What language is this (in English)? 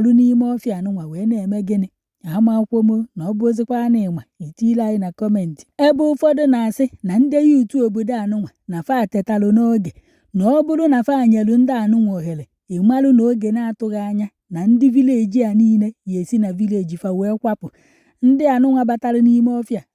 Igbo